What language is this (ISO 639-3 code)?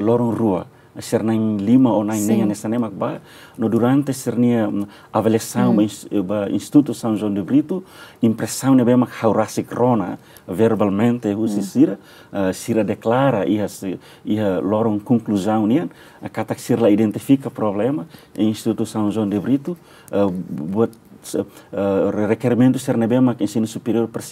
tet